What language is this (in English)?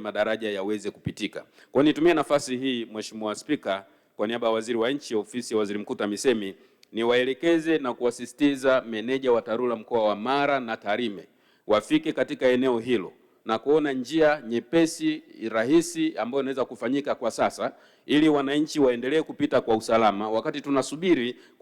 Swahili